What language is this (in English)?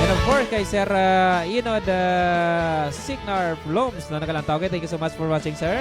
Hiligaynon